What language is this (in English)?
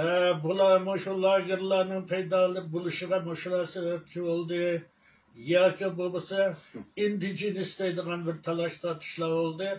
Uyghur